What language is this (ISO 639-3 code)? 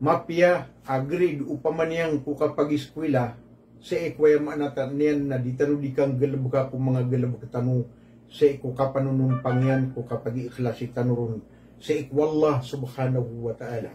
mrw